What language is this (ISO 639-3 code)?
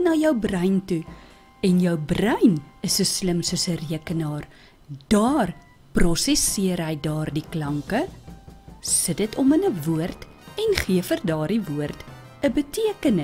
afr